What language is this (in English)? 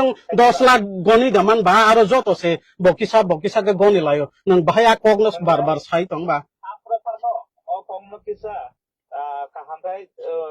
Kok Borok